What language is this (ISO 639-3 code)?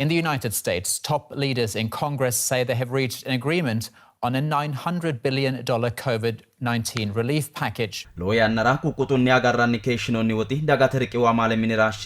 sid